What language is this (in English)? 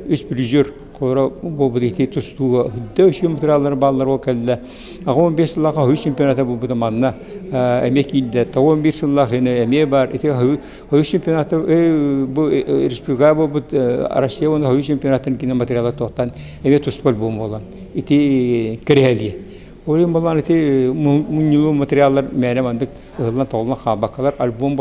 Yakut